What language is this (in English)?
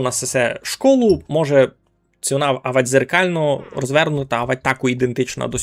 Rusyn